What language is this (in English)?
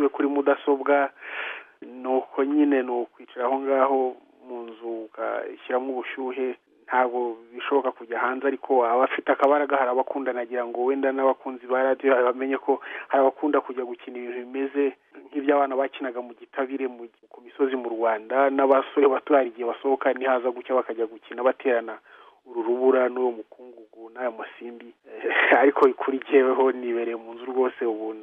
Kinyarwanda